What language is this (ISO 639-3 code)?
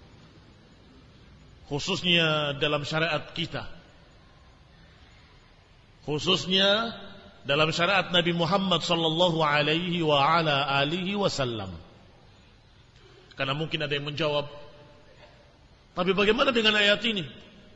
ind